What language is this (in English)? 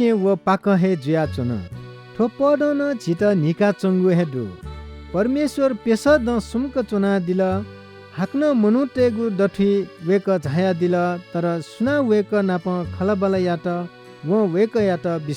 Newari